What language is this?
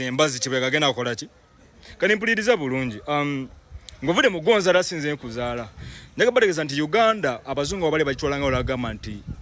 Ganda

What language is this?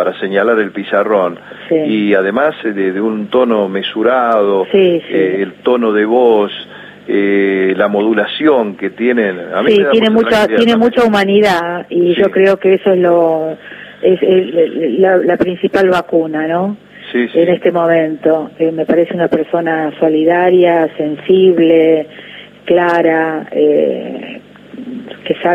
Spanish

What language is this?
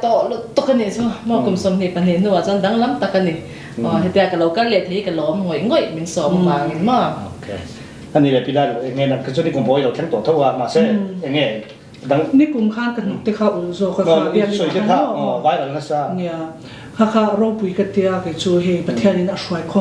Hakha Chin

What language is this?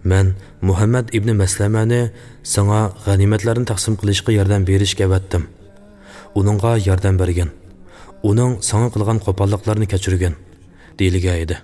Uyghur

